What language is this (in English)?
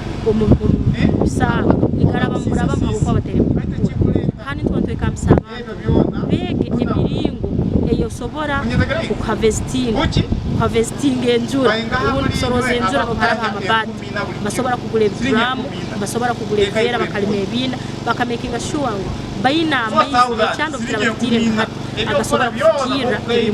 Nyankole